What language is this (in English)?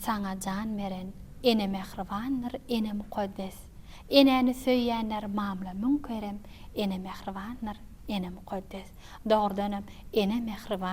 Turkmen